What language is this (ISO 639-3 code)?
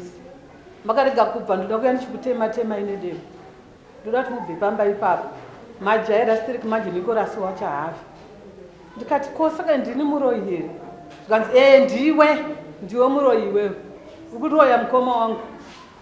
sna